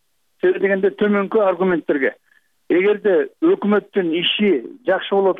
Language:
Kyrgyz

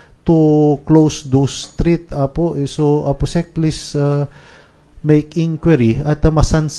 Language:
Iloko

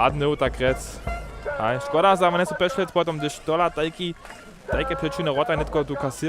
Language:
Upper Sorbian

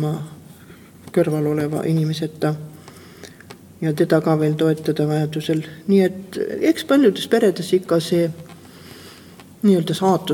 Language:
Estonian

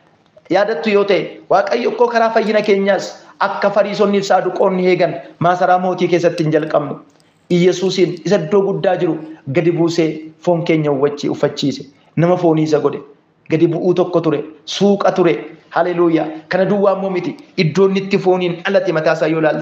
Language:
Oromo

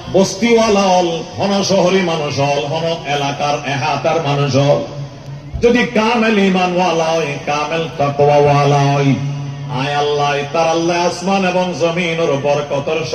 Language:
Rohingya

